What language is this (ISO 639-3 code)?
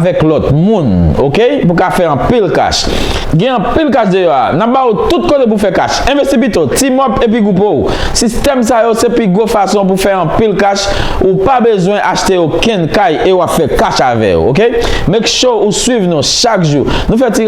hat